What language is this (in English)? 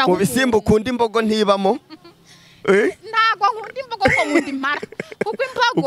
Kinyarwanda